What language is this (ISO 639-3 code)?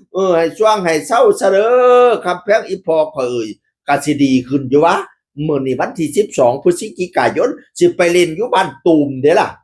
tts